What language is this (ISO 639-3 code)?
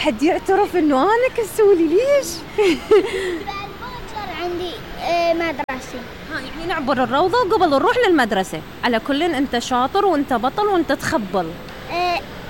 acm